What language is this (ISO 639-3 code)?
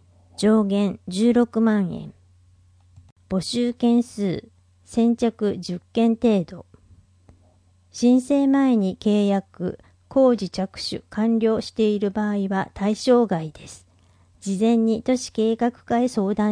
jpn